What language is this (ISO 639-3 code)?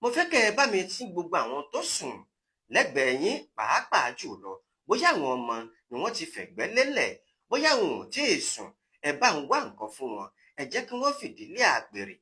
yor